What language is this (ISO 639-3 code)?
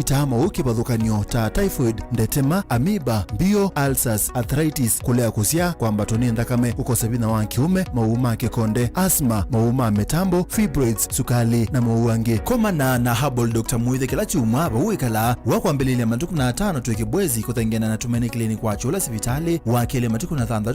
kam